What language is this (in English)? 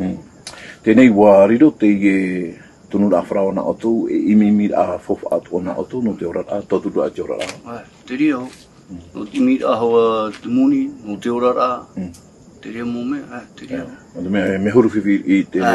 Tahitian